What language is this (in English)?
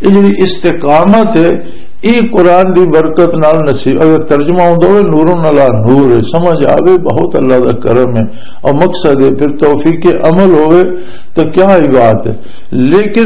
Western Panjabi